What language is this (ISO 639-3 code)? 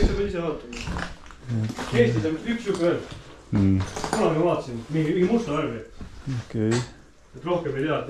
est